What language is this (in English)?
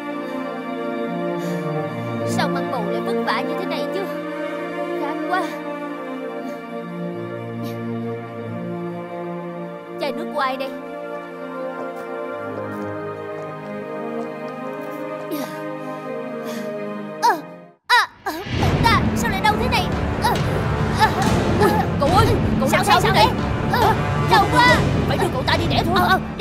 Vietnamese